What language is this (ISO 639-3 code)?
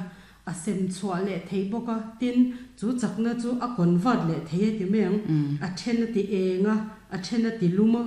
lus